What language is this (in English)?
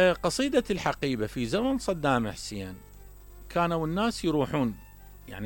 Mesopotamian Arabic